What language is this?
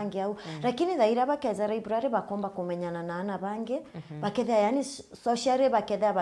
Meru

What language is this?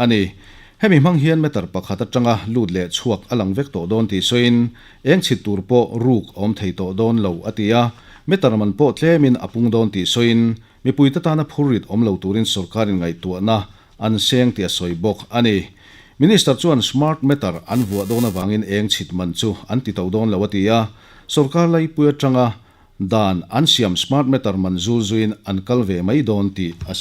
Mizo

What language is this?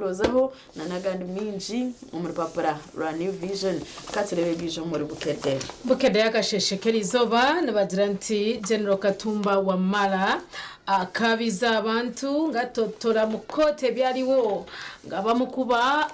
Nyankole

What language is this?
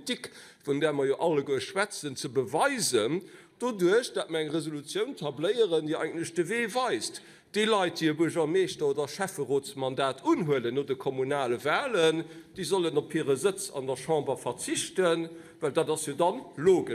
Luxembourgish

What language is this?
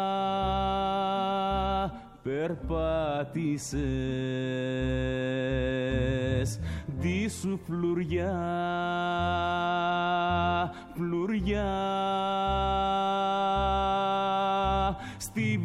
Greek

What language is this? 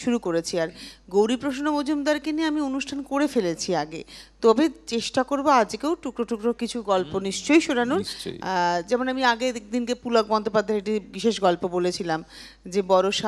Bangla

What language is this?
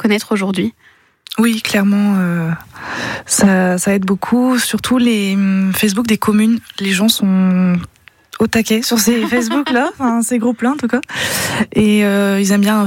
French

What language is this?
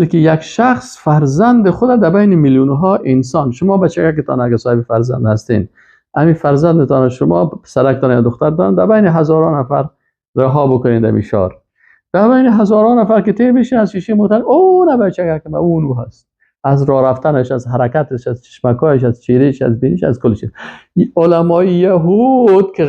Persian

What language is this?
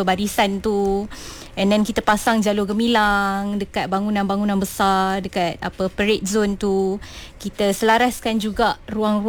Malay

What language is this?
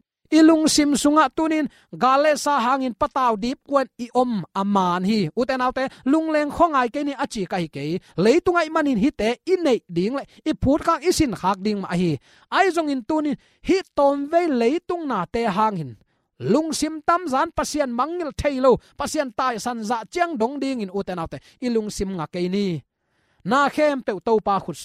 Tedim Chin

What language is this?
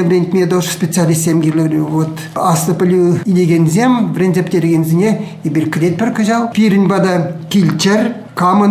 Chuvash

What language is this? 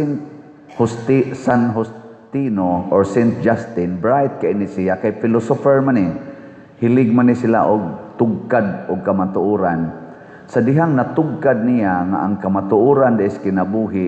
Cebuano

